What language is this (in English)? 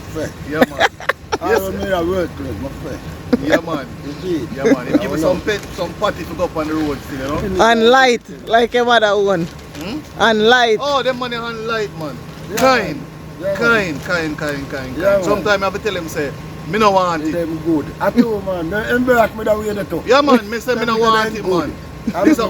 Jamaican Creole English